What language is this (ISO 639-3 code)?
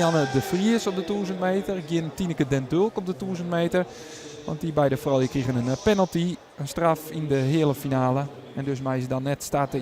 fry